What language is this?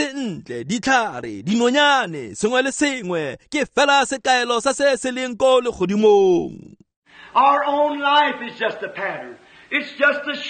Tswana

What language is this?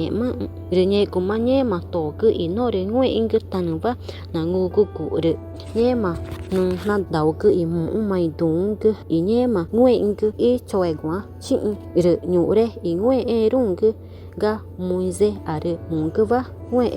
Ticuna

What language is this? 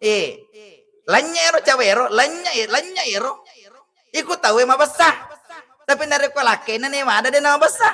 Buginese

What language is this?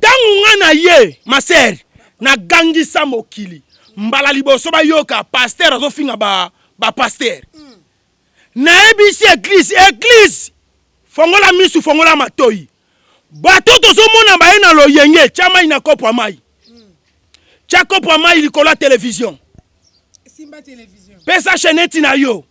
Lingala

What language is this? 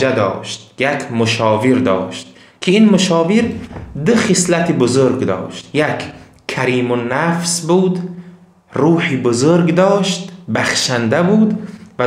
Tajik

